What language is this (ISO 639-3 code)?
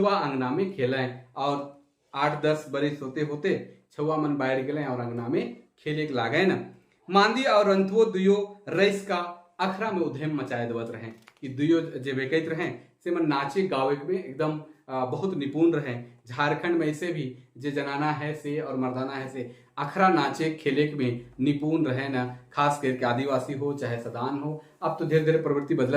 sck